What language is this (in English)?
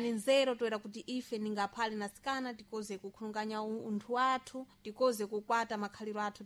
Sena